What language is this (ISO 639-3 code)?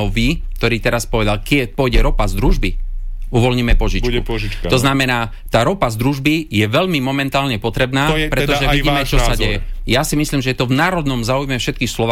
slk